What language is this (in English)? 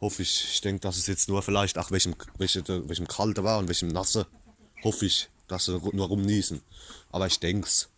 Palatine German